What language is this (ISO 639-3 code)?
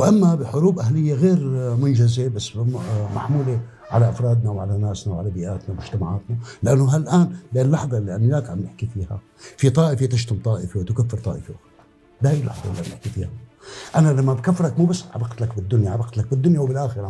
apc